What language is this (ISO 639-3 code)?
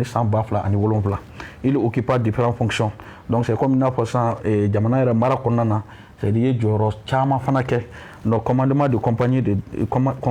bam